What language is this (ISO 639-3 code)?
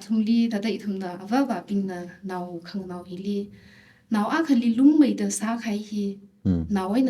nmf